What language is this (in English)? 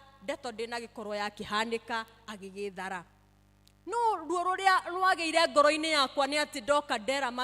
Kikuyu